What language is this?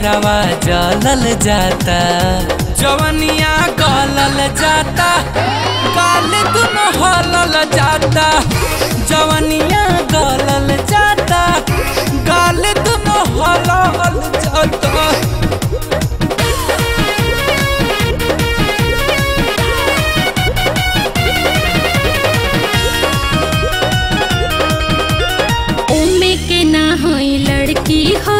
Bhojpuri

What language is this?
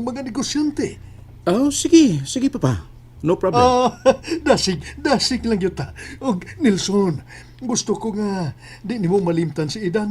Cebuano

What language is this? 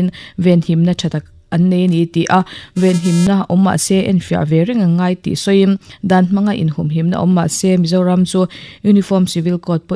Mizo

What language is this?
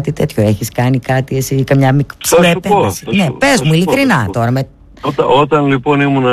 Greek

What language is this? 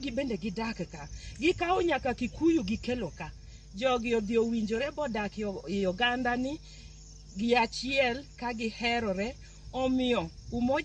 Luo (Kenya and Tanzania)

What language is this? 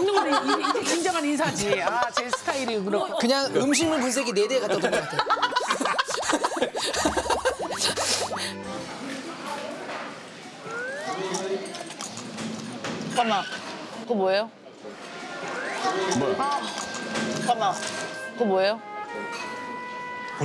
Korean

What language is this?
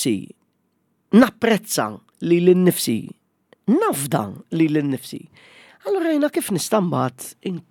Maltese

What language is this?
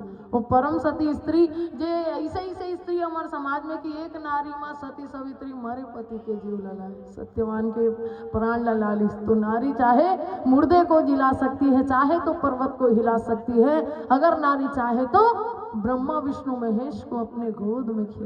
Chhattisgarhi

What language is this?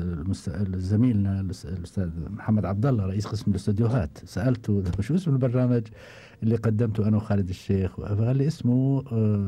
Gulf Arabic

